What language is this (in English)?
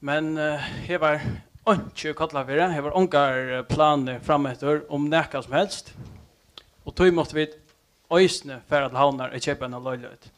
Faroese